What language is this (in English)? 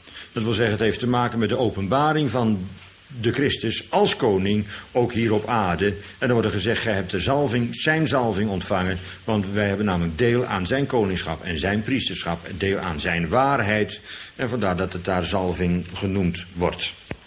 Dutch